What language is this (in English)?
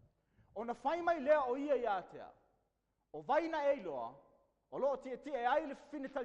Samoan